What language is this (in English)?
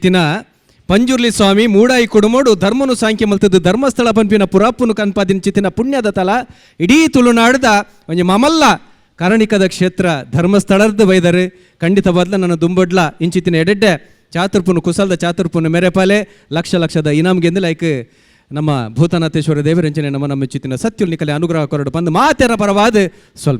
Tulu